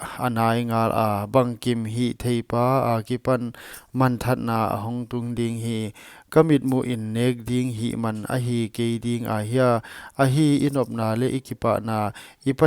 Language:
Paite Chin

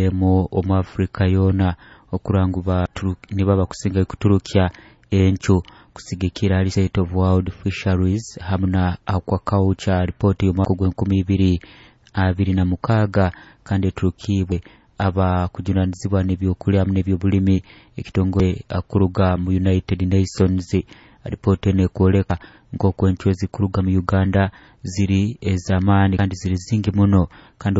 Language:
Nyoro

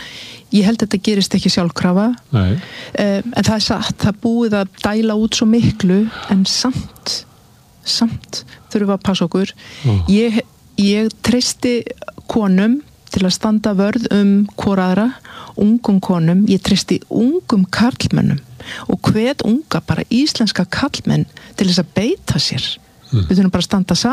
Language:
Icelandic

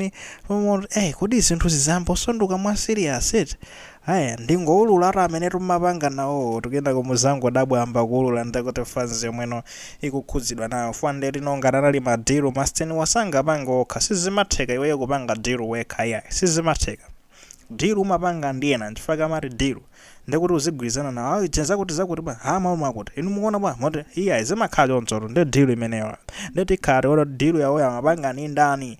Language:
Nyanja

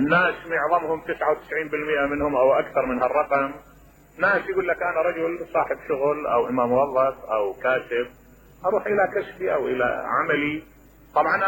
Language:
Mesopotamian Arabic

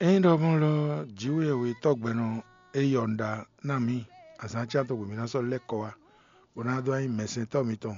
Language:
Fon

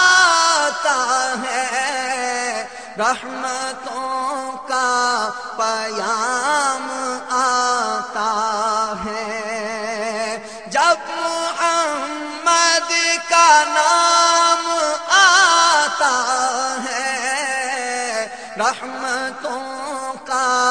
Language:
Urdu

